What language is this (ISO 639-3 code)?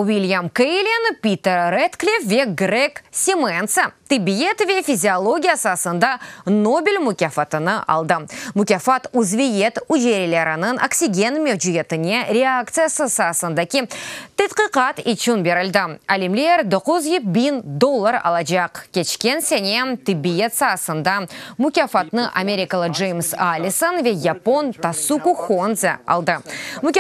crh